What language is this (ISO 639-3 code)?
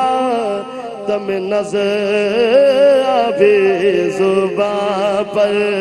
urd